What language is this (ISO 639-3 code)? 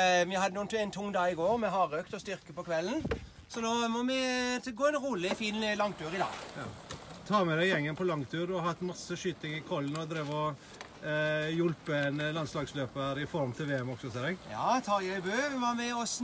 nor